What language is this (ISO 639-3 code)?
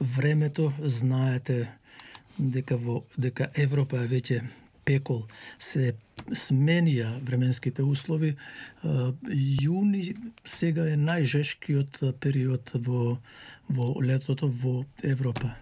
mkd